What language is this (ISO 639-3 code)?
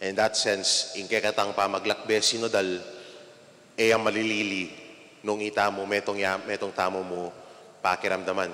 pam